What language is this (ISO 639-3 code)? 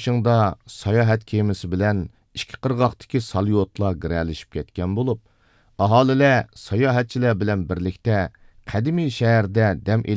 uig